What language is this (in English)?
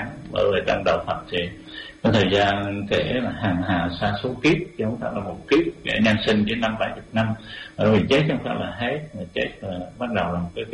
Vietnamese